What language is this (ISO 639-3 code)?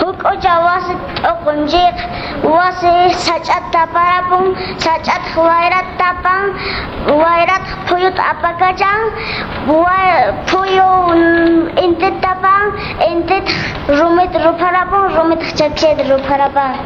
que